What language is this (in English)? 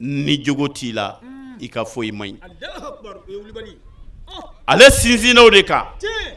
Bambara